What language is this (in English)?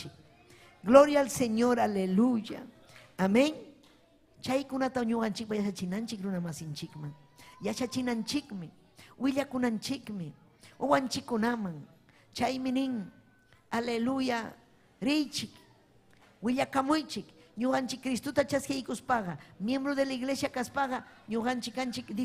Ayacucho Quechua